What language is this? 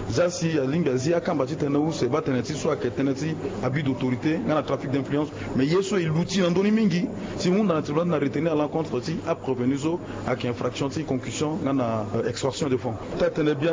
Sango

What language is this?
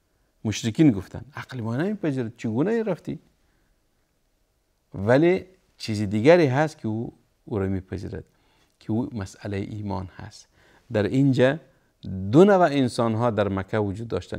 Persian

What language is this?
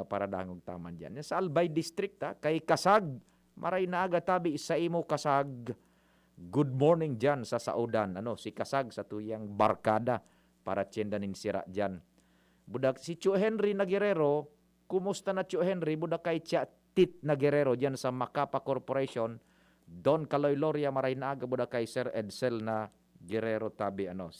Bikol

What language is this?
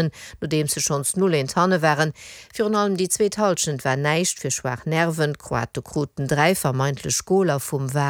Luxembourgish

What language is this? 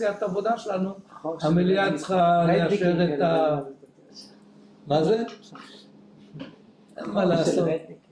Hebrew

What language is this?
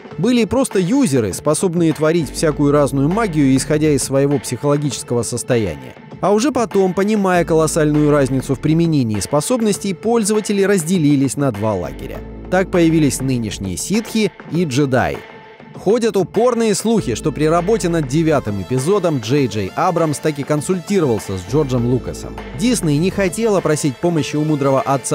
Russian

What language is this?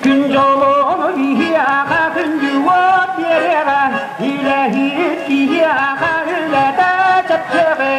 Yakut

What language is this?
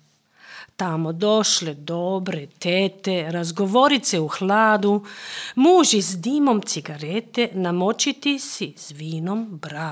Serbian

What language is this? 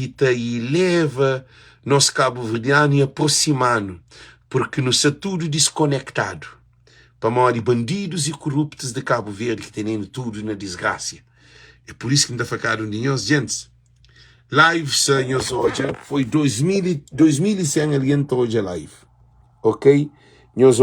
Kabuverdianu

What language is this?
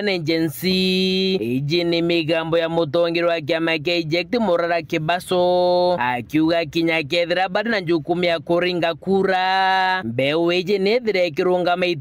Meru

